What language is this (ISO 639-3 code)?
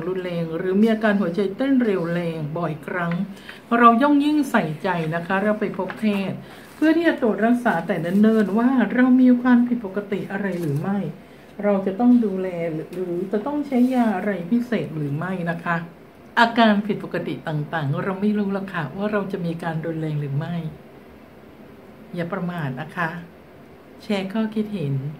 tha